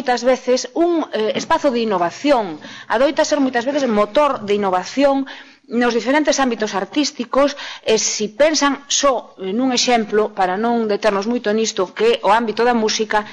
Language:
Galician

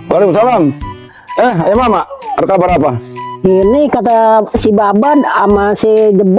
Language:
Betawi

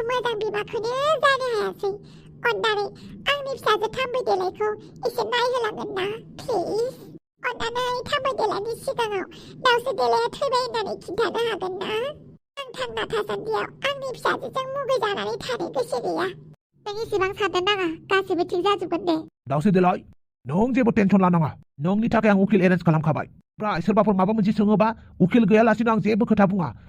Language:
Bodo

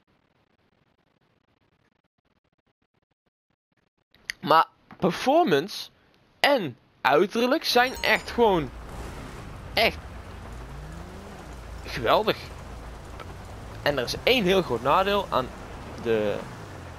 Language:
Dutch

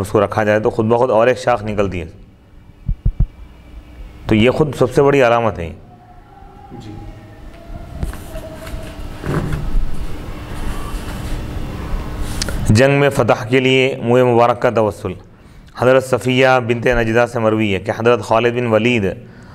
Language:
Urdu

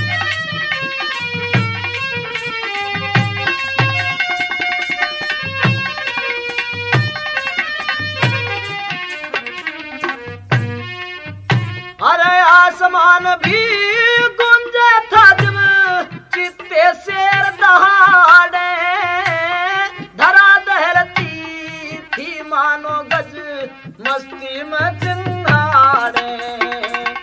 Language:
Haryanvi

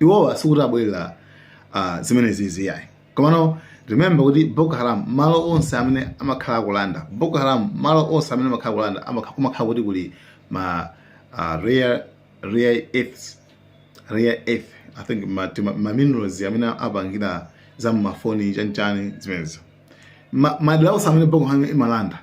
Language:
Nyanja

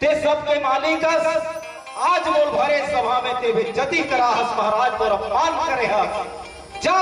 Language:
Chhattisgarhi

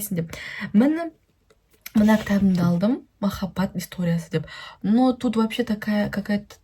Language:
Kazakh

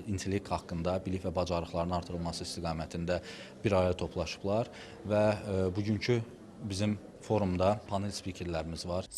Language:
Azerbaijani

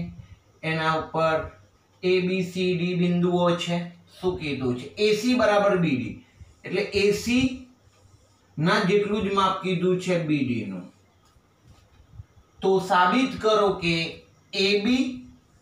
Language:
Gujarati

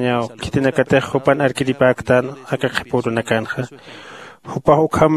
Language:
Aymara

